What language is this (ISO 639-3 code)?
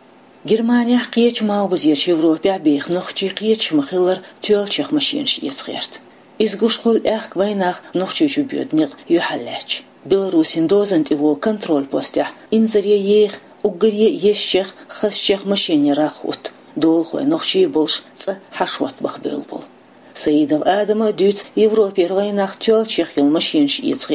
che